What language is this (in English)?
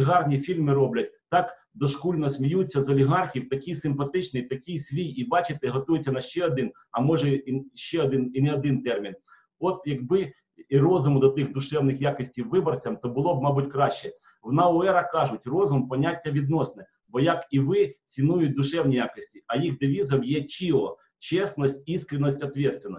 Ukrainian